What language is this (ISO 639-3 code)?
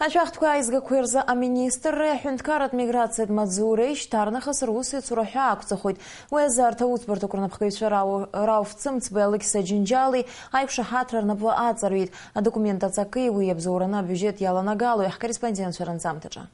abk